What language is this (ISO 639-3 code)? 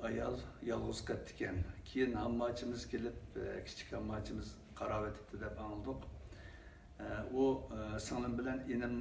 uig